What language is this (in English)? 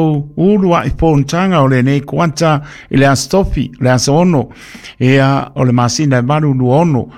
Samoan